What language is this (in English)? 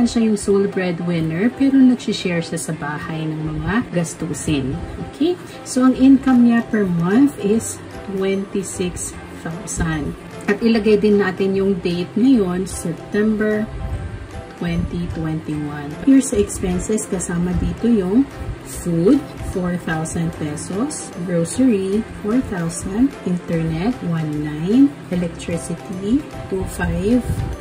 Filipino